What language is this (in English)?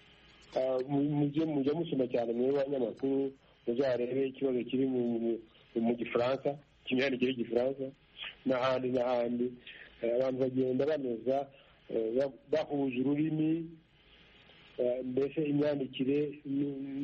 Kinyarwanda